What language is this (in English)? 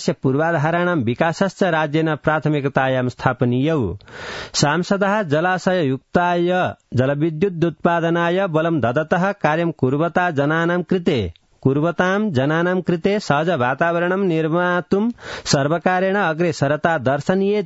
Sanskrit